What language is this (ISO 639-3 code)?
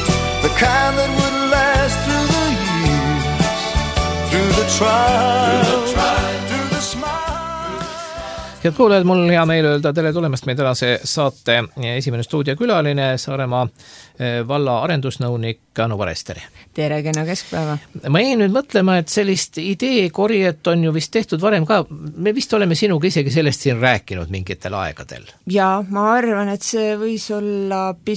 est